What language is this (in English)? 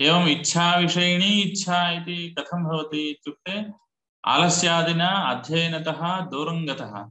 Sanskrit